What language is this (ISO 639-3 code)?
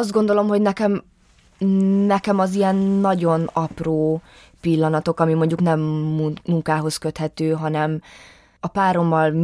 hun